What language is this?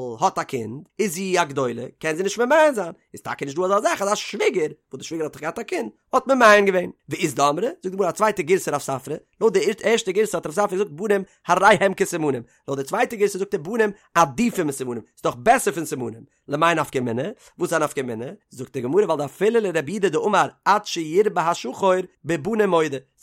Yiddish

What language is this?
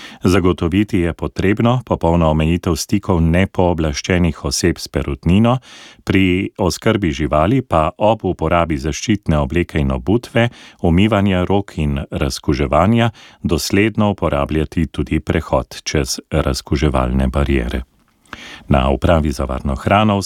Slovenian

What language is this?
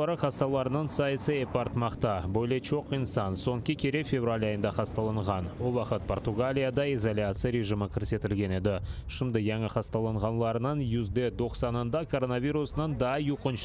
Crimean Tatar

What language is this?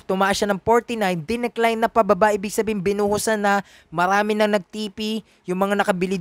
Filipino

